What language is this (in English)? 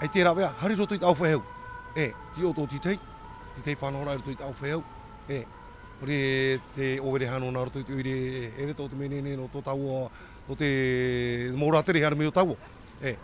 Tahitian